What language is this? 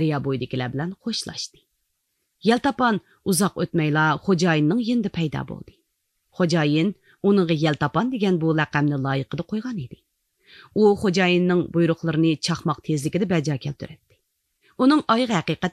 Uyghur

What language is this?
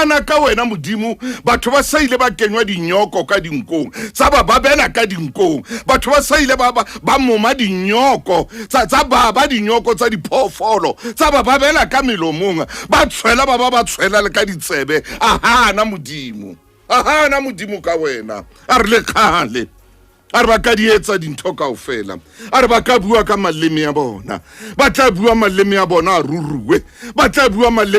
Southern Sotho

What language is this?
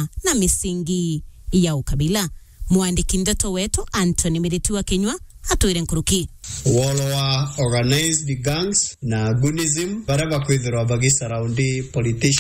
Meru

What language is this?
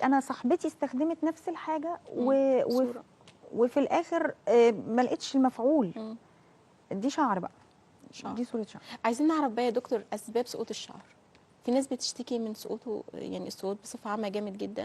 Egyptian Arabic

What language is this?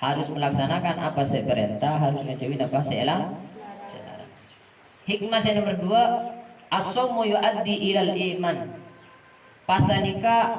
Madurese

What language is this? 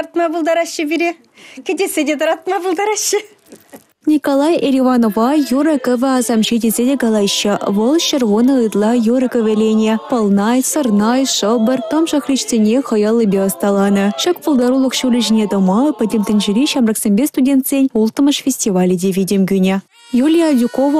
Chuvash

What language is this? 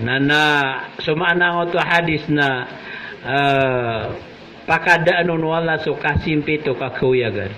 Maranao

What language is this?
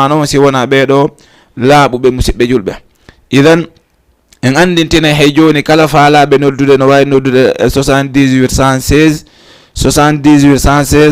Fula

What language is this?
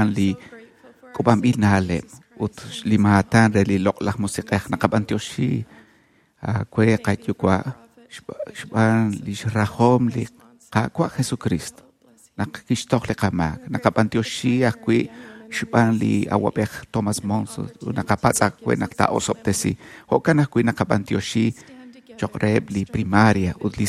Kekchí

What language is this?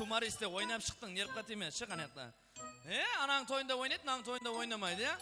Kara-Kalpak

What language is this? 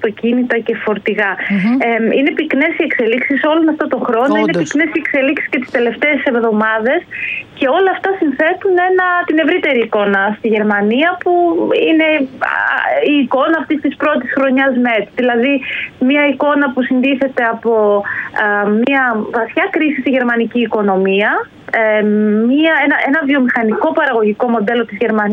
Greek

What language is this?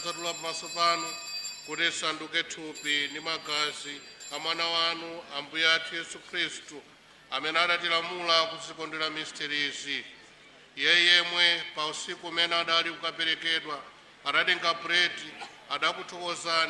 Nyanja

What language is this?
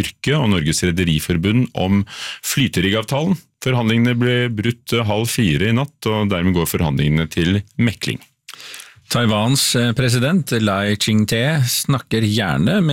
Norwegian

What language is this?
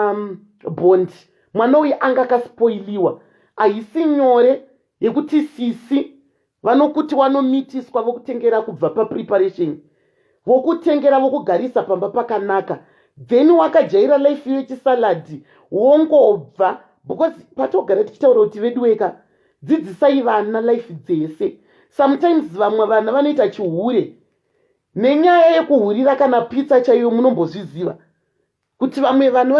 Shona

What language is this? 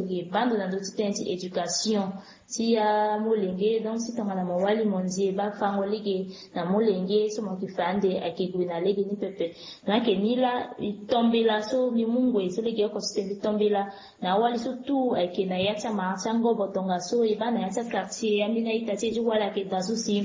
Sango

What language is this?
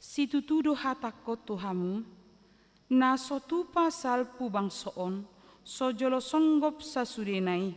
Batak Toba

